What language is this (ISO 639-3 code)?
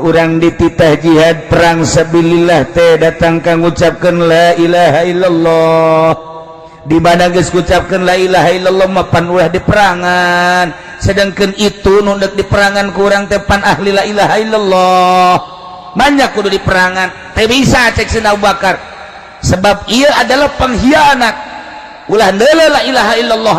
sun